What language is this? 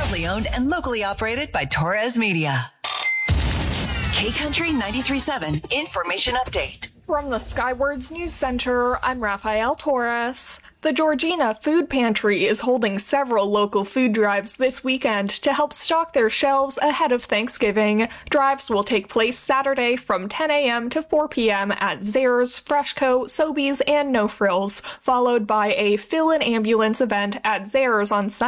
English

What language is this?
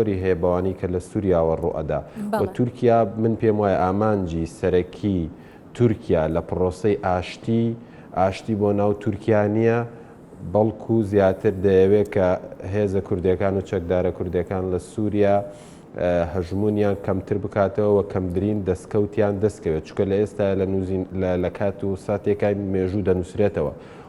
Central Kurdish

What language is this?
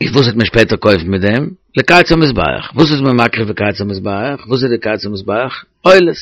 Yiddish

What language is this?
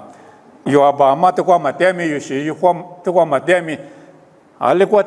Lisu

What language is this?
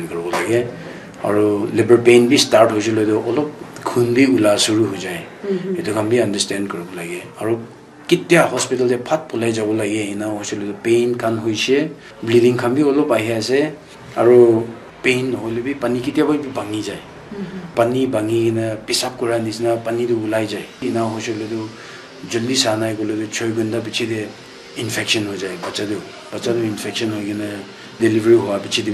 Naga Pidgin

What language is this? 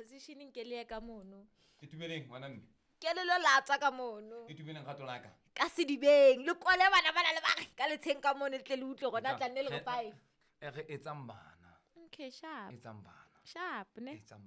Southern Sotho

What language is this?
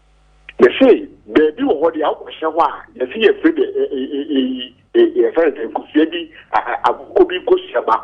Akan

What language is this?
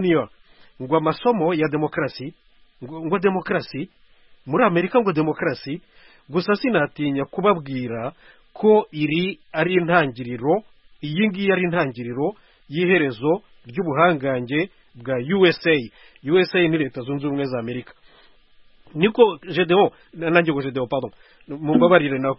Kinyarwanda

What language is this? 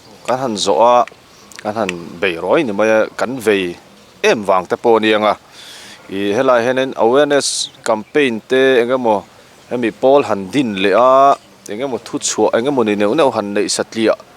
Mizo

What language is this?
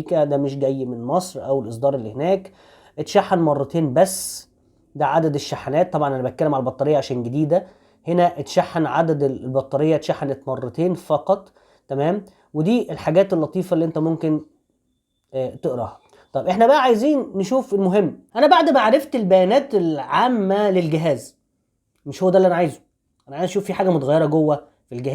Egyptian Arabic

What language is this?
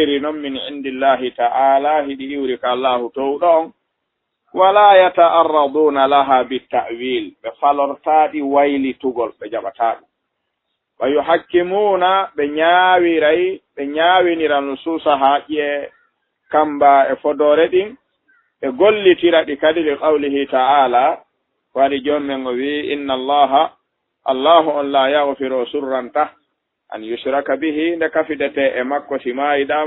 Fula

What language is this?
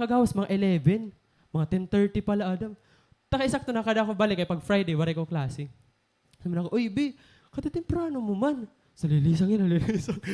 Waray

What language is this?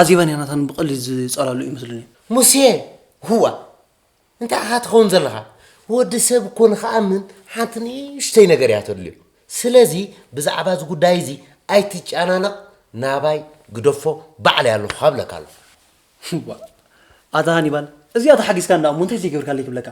Tigrinya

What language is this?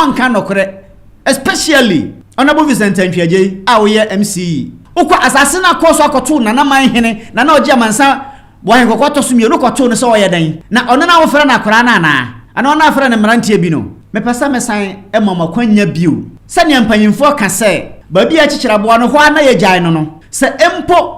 Akan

